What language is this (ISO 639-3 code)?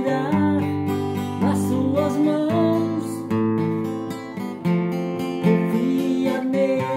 por